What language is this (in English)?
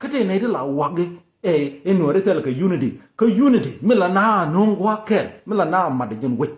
Nuer